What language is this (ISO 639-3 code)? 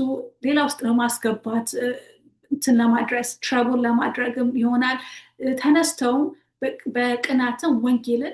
amh